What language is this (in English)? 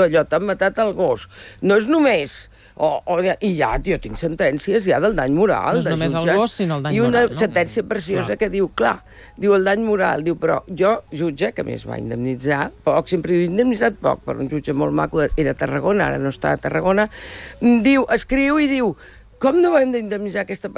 Catalan